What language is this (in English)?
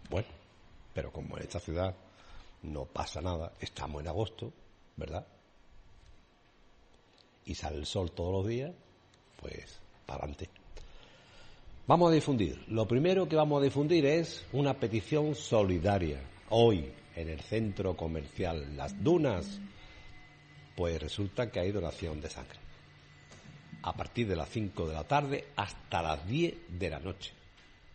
Spanish